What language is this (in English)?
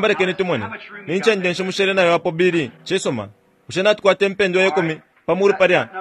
Bemba